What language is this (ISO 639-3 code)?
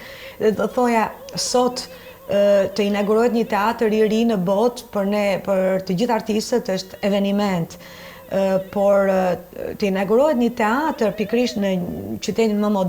sqi